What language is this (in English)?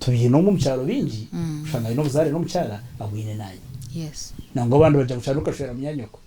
Nyankole